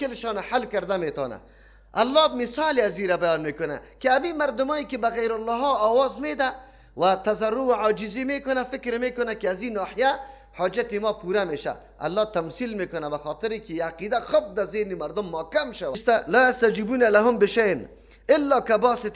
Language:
Persian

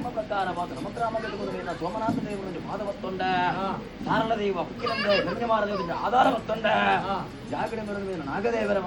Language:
Tulu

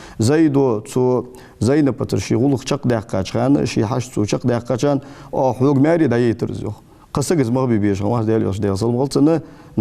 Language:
Ingush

